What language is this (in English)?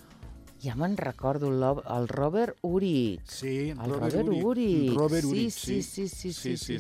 Catalan